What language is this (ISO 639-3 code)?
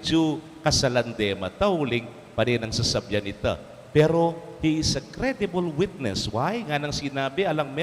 pam